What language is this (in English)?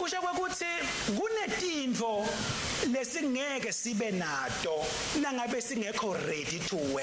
Swati